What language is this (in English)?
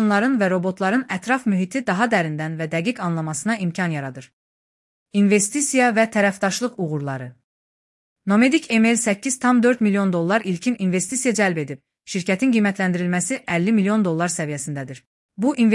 Azerbaijani